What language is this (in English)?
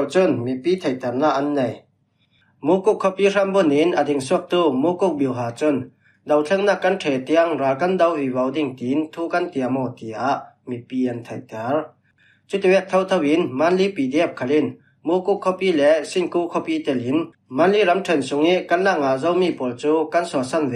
Falam Chin